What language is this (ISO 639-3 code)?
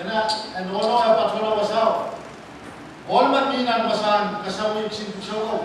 pon